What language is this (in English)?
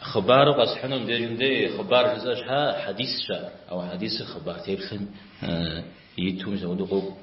Kabardian